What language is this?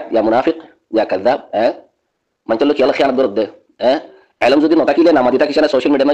Rohingya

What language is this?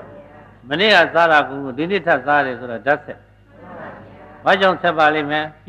Burmese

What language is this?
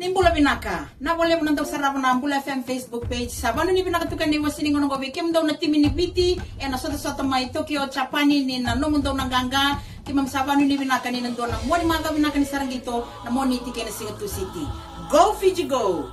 Fijian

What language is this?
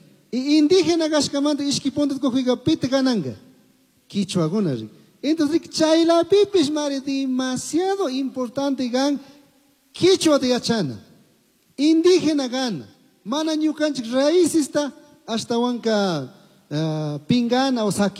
Chimborazo Highland Quichua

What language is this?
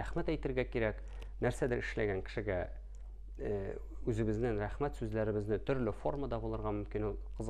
Tatar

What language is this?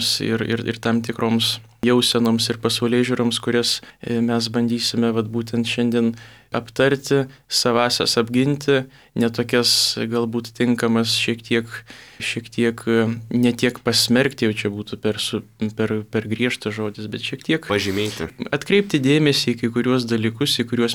Lithuanian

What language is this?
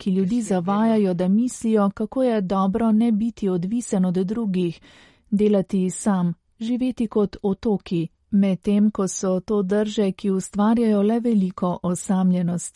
Slovenian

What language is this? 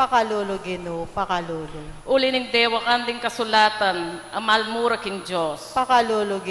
Pampanga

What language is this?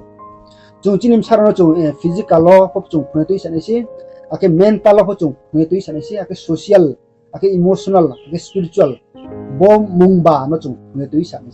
Riang (India)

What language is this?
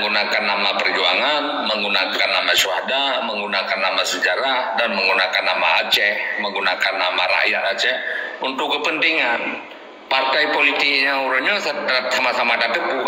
Achinese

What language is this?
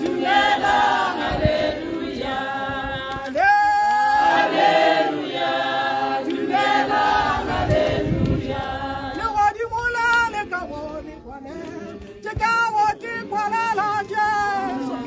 Tswana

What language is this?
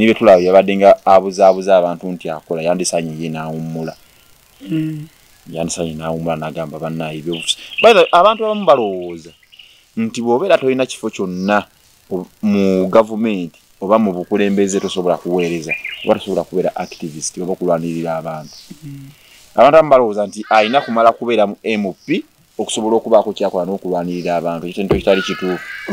Ganda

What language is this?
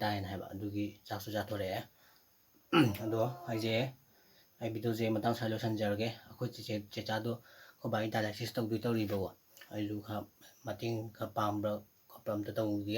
Manipuri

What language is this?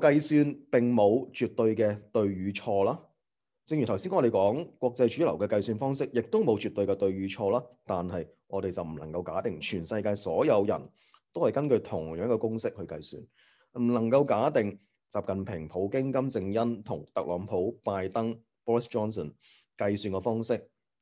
Cantonese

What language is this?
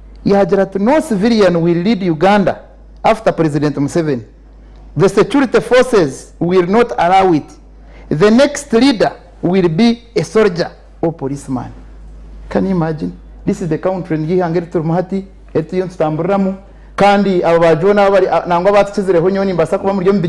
Nyankole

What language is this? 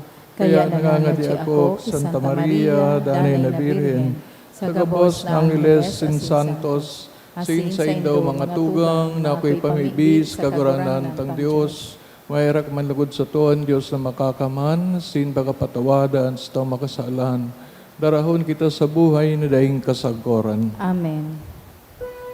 Bikol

